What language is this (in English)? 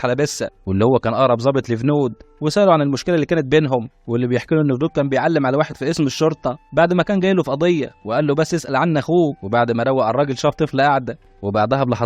Egyptian Arabic